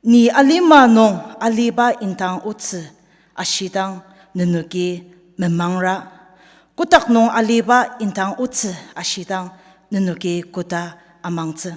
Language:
Ao Naga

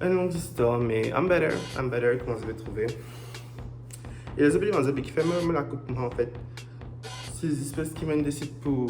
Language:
Morisyen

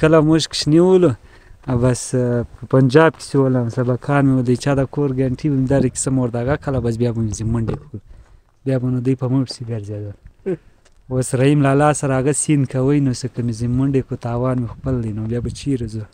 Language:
Pashto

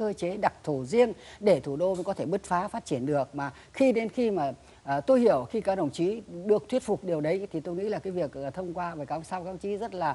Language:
Vietnamese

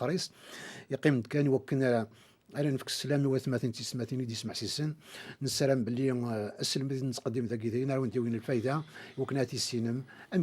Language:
Kabyle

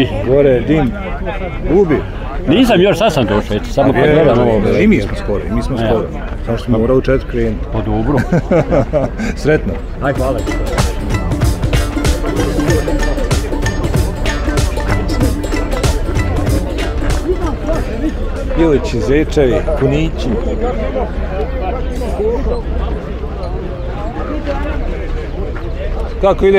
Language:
Bosnian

